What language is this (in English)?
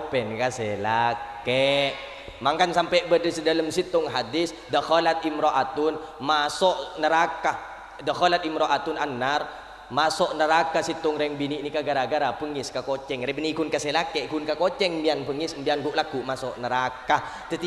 Madurese